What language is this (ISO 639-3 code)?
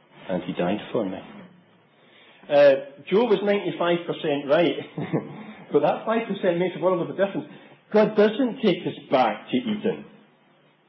eng